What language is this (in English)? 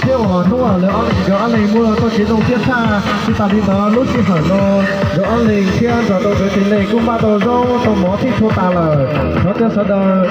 Hmong